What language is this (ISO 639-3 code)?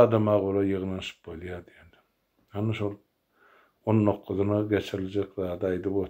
tuk